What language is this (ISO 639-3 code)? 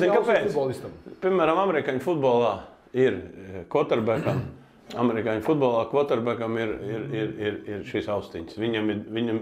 lav